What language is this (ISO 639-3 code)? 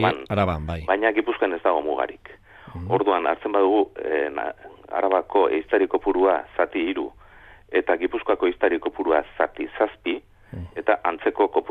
eus